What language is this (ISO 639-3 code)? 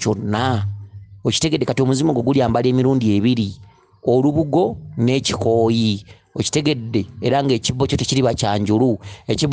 lug